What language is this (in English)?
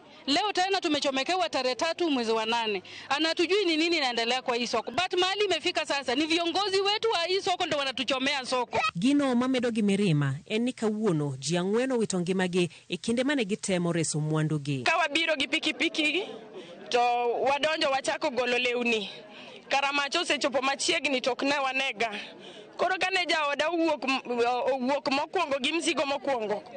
Luo (Kenya and Tanzania)